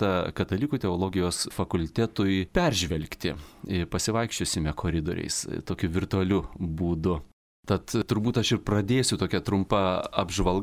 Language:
Lithuanian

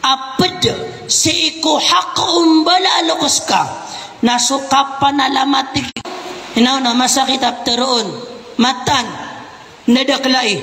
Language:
Maranao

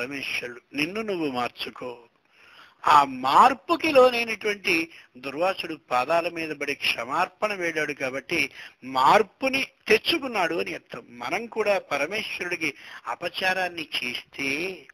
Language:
Telugu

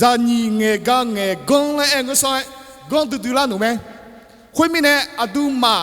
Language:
Akha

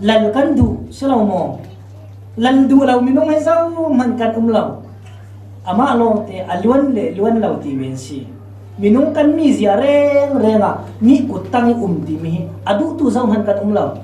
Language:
Falam Chin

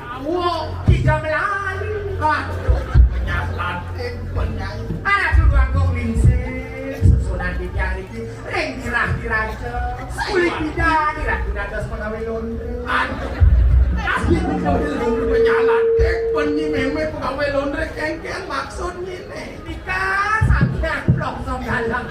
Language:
Balinese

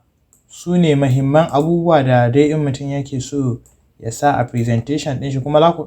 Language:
Hausa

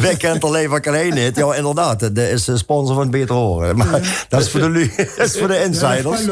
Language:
Limburgish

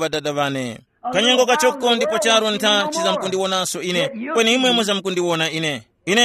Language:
Tumbuka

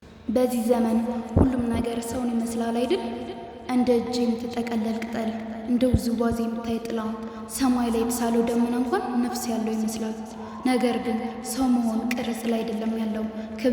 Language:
Amharic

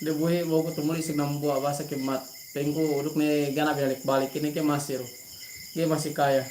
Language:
Yakan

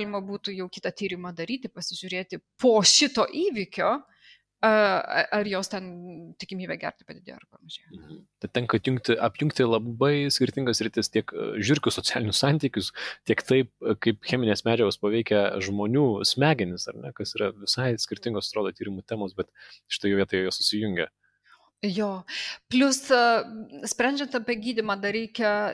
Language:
Lithuanian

